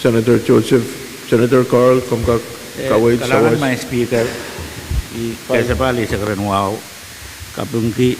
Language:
Pohnpeian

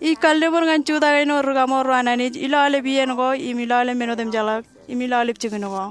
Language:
Marshallese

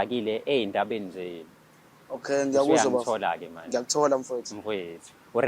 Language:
Zulu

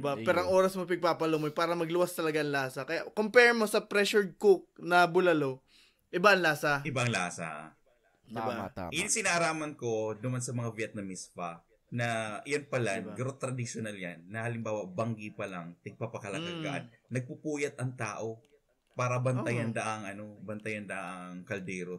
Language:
Bikol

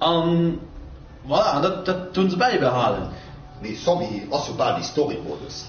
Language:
Luxembourgish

